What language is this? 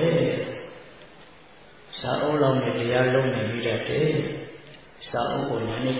Burmese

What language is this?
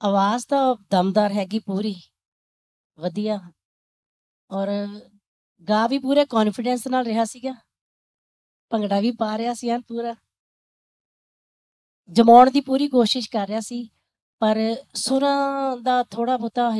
Punjabi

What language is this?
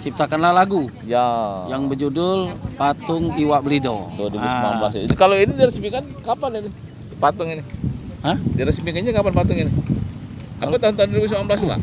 Musi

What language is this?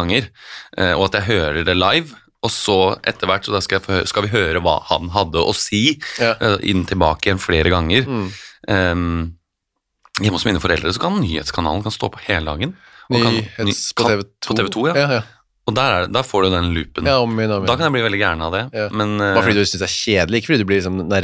Norwegian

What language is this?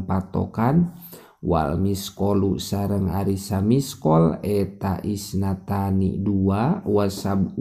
Sundanese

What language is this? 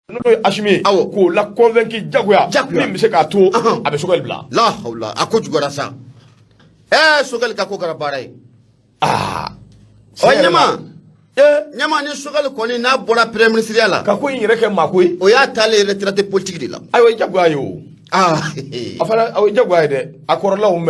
Bambara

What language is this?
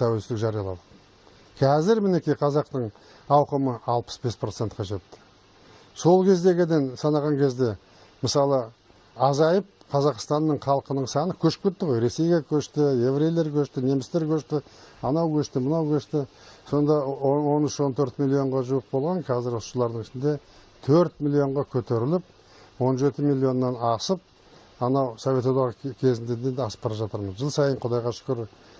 Kazakh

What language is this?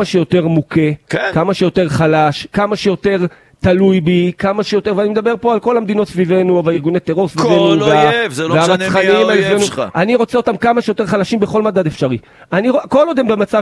Hebrew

